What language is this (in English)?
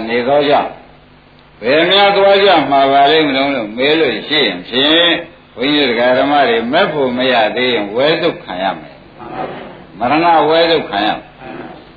Burmese